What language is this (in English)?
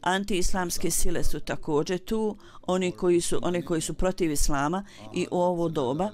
Bosnian